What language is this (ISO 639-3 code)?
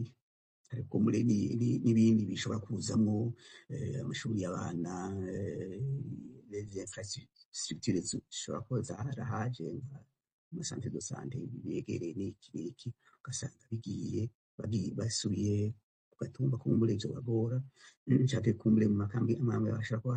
run